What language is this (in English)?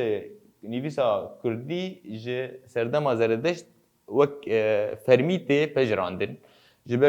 Kurdish